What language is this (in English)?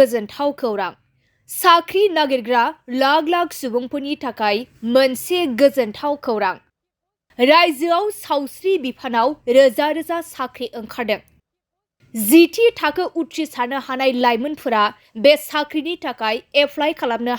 Bodo